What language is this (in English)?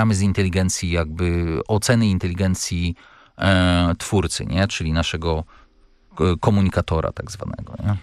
Polish